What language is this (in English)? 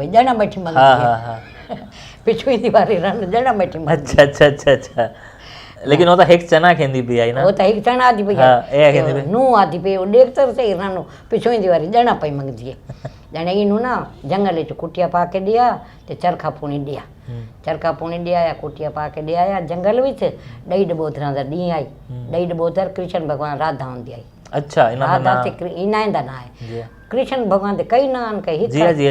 Saraiki